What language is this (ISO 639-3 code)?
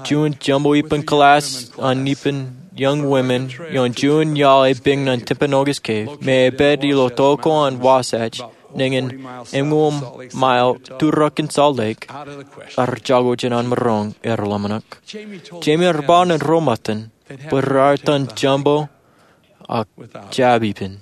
mah